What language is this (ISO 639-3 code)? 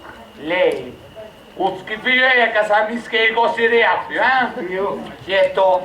scn